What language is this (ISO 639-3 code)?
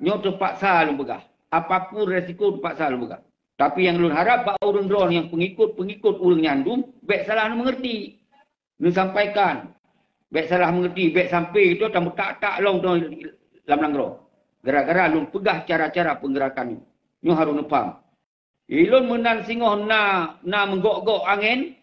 ace